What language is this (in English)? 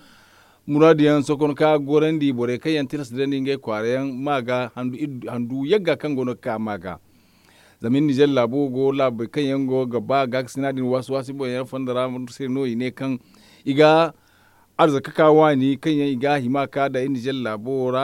Zarma